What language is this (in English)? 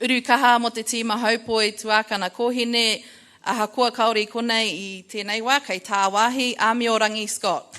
Māori